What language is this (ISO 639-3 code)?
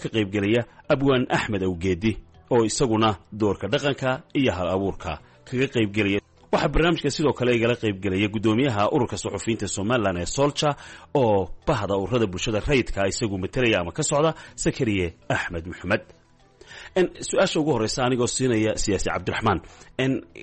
som